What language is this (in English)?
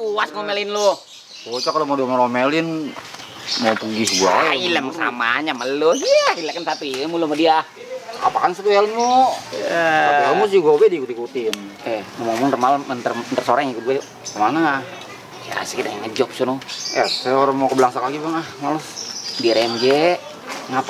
Betawi